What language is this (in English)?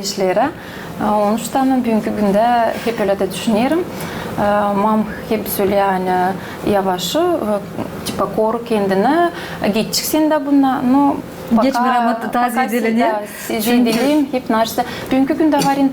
Gagauz